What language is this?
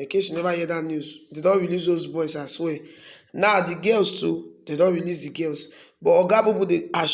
Nigerian Pidgin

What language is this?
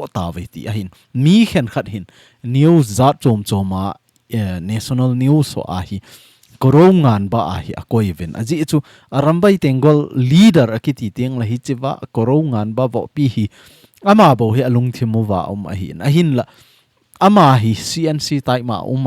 Thado Chin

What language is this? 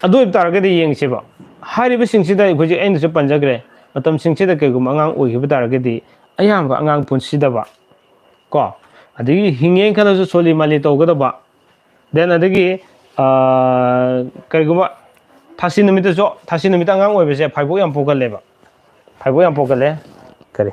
Manipuri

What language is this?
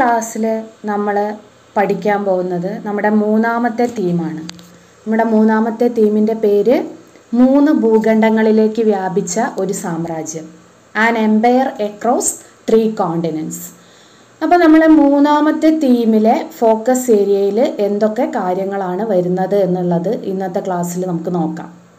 Malayalam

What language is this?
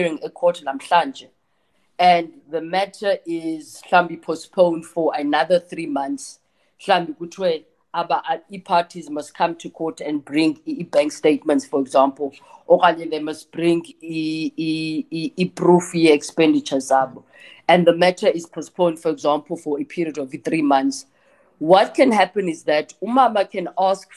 Xhosa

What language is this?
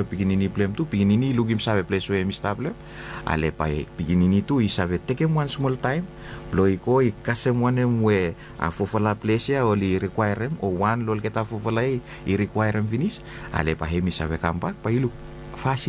Bislama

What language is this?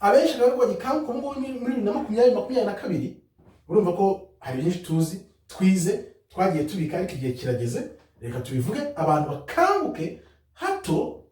Kinyarwanda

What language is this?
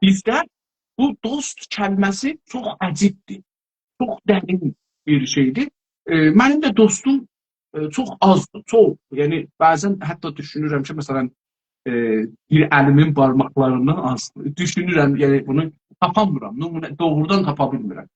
South Azerbaijani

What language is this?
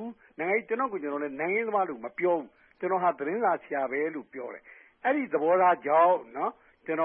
Burmese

